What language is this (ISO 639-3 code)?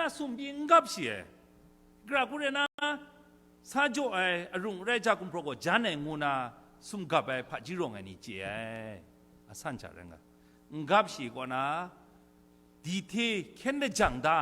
kac